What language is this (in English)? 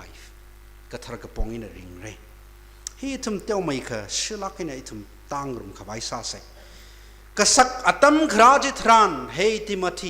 Tangkhul Naga (India)